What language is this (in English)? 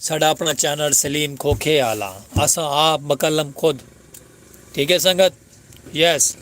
Saraiki